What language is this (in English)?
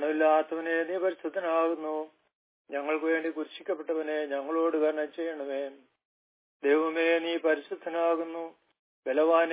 Malayalam